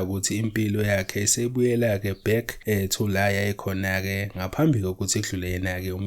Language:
Zulu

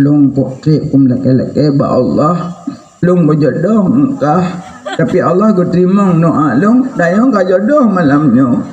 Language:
Achinese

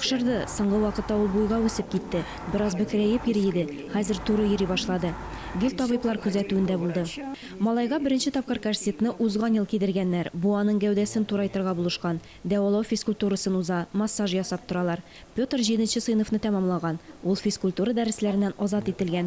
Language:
Tatar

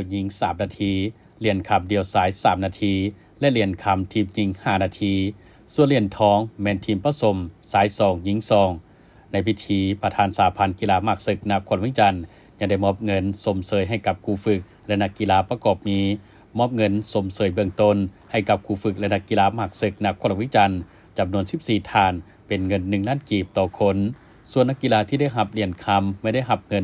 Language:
Lao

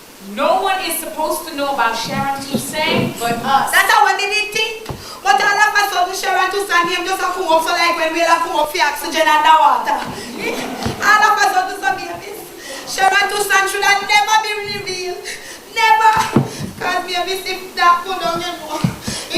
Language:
Jamaican Creole English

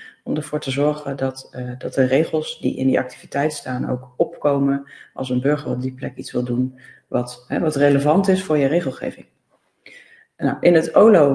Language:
Dutch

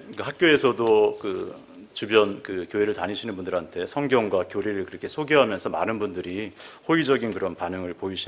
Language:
Korean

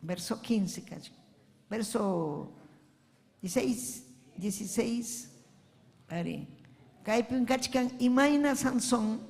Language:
Ayacucho Quechua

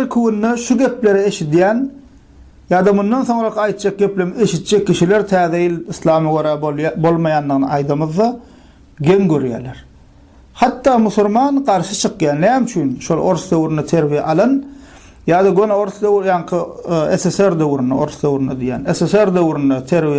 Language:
Turkmen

